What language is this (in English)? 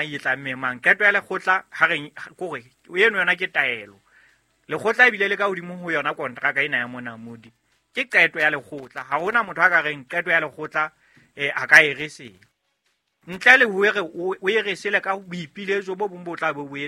Southern Sotho